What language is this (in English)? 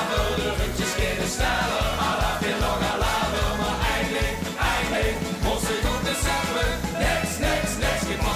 Limburgish